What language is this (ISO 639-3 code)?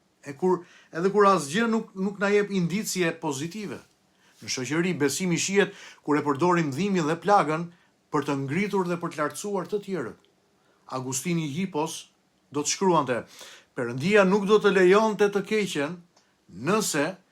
sqi